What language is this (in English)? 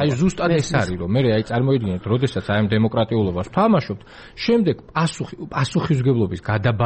Georgian